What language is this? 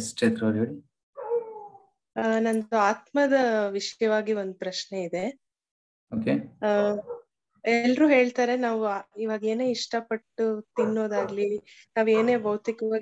Kannada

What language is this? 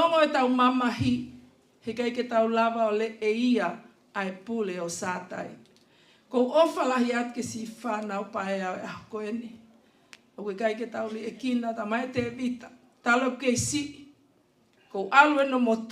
Tongan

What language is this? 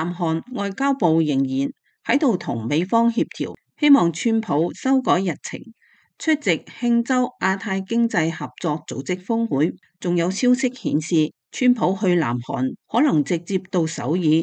Cantonese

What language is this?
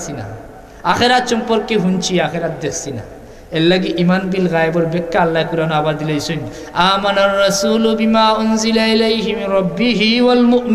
Sylheti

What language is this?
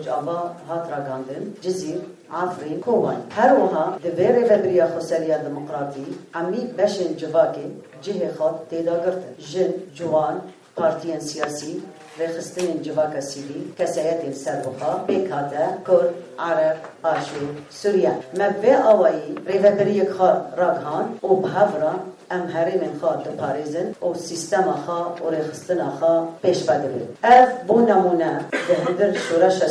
Kurdish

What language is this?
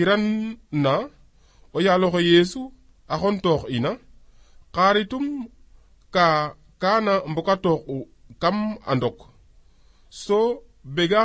Serer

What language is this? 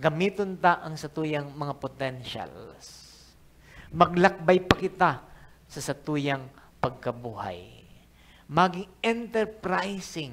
Bikol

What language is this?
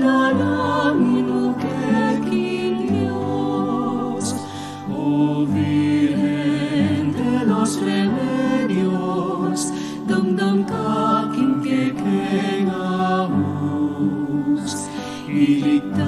Pampanga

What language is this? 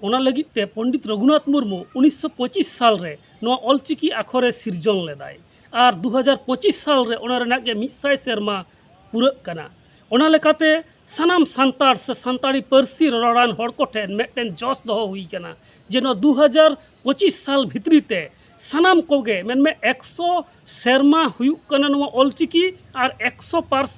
Santali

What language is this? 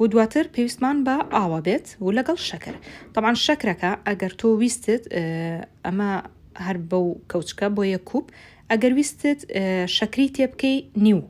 Central Kurdish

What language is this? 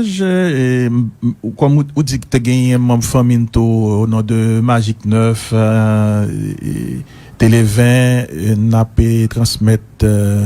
Haitian Creole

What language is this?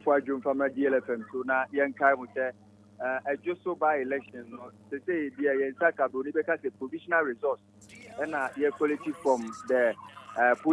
Akan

